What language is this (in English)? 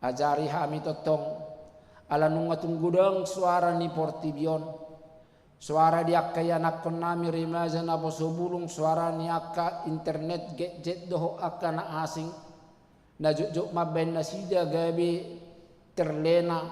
Batak Toba